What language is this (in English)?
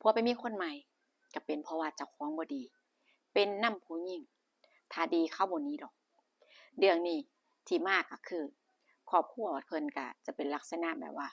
Northeastern Thai